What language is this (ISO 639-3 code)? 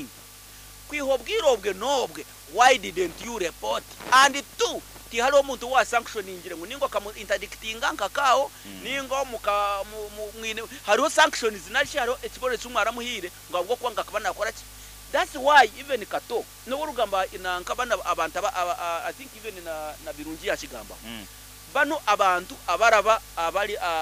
nyo